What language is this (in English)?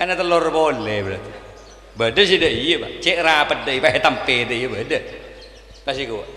Madurese